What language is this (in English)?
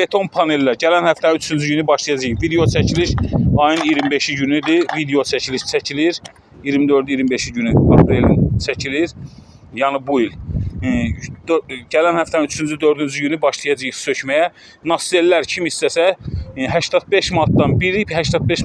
Azerbaijani